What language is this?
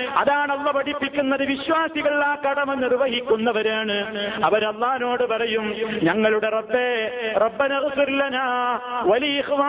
Malayalam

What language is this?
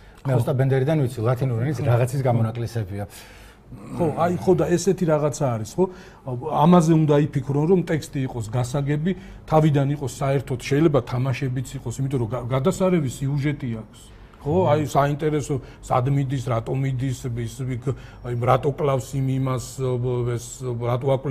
Georgian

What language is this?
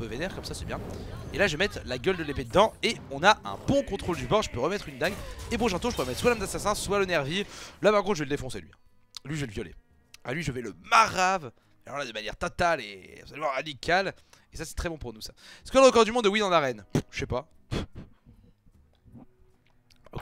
French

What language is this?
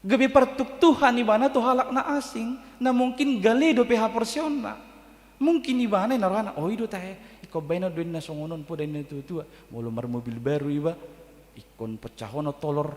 Batak Toba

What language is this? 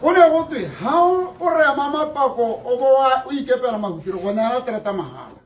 Tswana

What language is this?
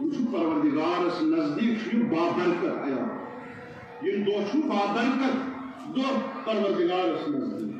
Kashmiri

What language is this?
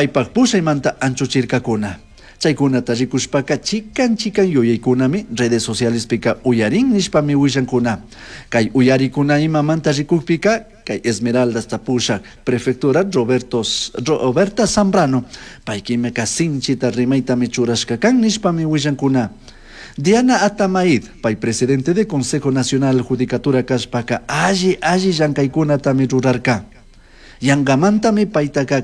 Chimborazo Highland Quichua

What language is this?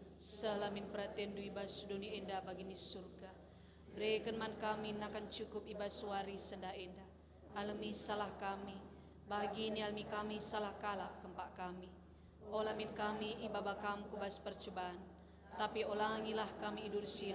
Batak Karo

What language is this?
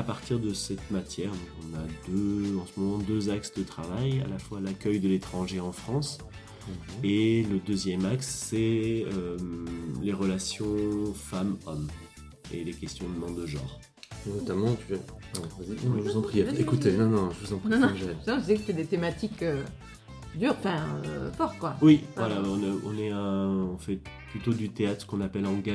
French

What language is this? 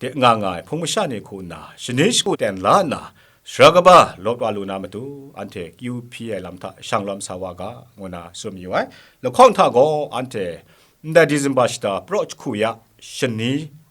Kachin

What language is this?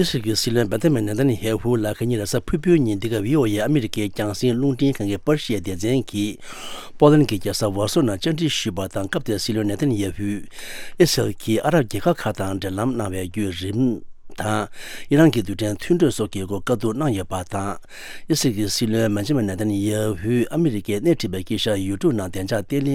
Tibetan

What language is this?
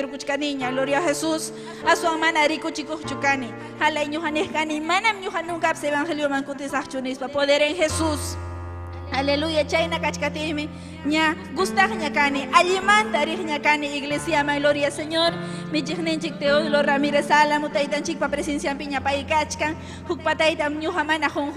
Ayacucho Quechua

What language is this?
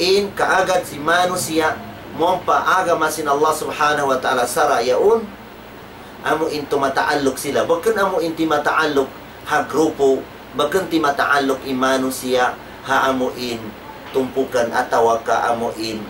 Tausug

